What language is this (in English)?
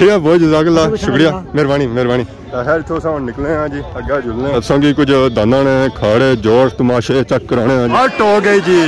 Pahari-Potwari